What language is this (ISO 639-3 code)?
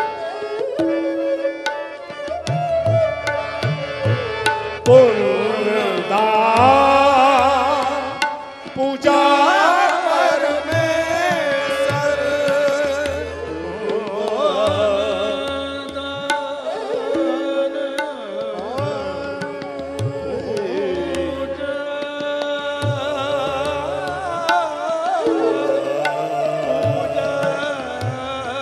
pan